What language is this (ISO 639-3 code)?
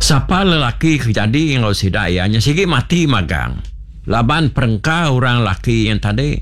iba